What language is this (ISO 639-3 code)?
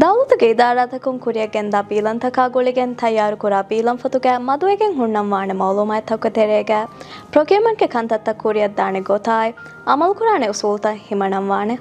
div